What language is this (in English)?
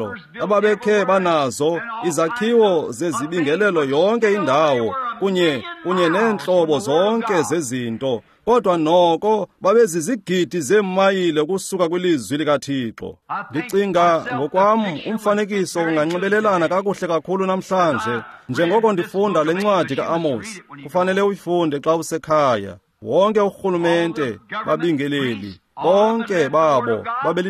Xhosa